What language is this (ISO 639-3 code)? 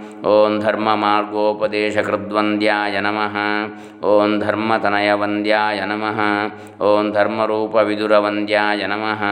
san